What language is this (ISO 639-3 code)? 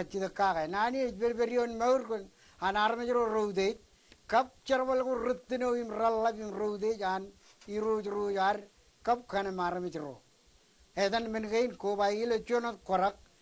mah